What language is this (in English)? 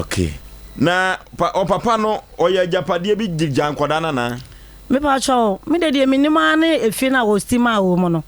Akan